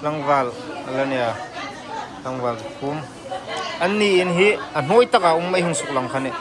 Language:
Hmar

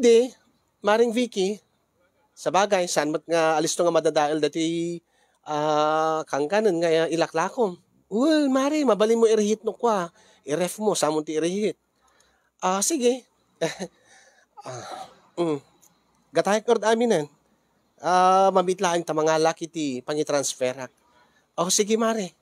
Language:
Iloko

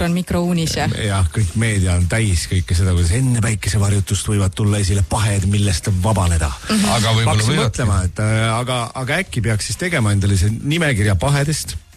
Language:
Estonian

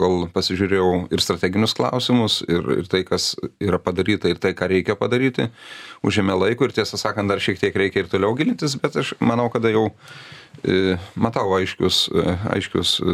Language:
Lithuanian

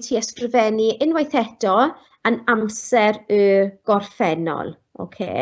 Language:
Welsh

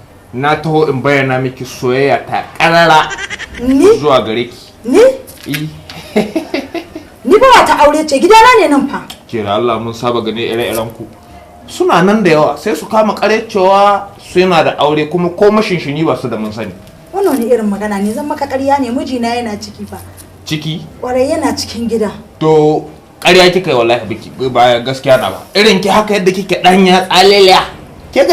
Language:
Hausa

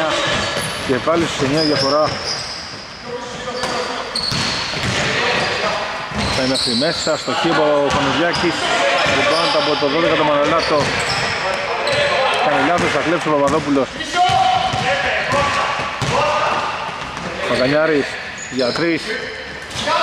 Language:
Greek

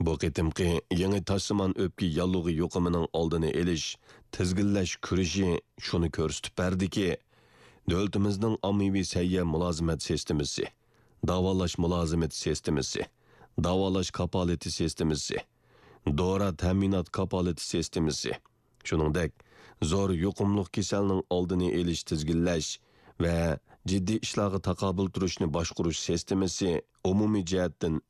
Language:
Uyghur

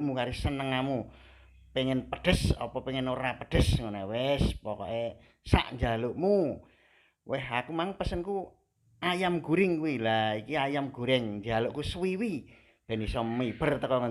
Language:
Javanese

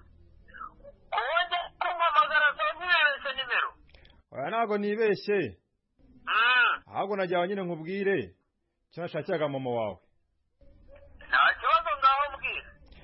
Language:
Kinyarwanda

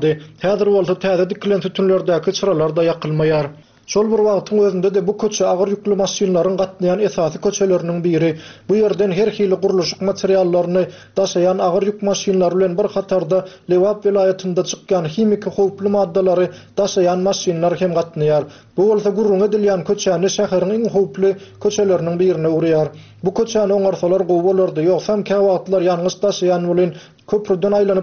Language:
Turkmen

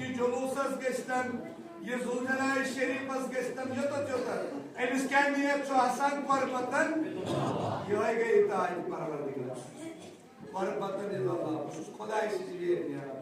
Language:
Kashmiri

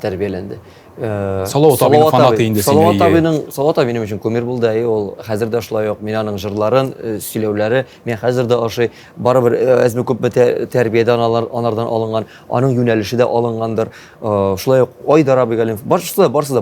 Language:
Tatar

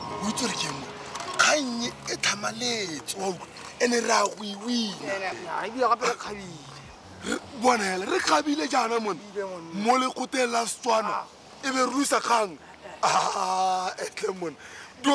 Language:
Tswana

